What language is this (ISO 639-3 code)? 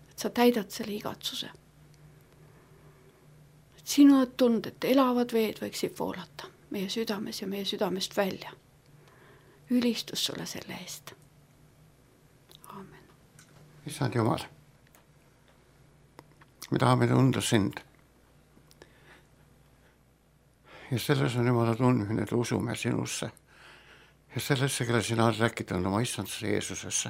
est